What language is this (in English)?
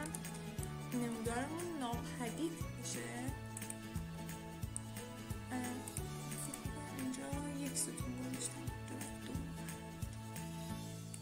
Persian